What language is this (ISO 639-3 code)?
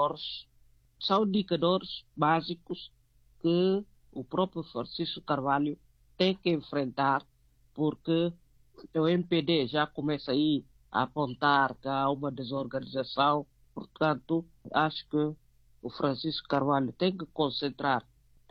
por